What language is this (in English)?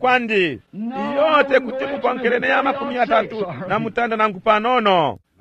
Bemba